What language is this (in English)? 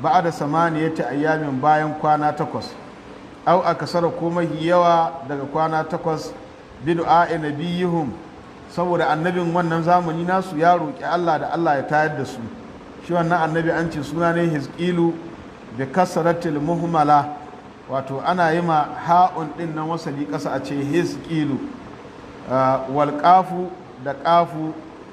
Hausa